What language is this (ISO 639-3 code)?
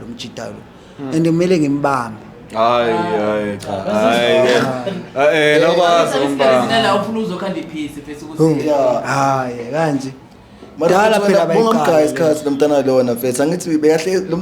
zul